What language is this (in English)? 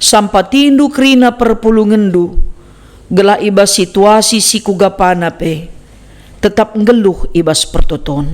Batak Karo